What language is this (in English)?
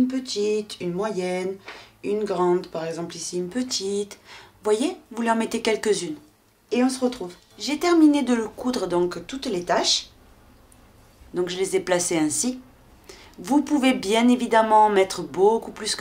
French